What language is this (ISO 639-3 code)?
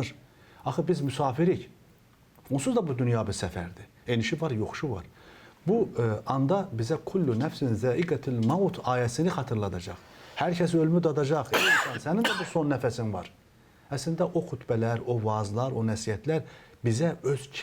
aze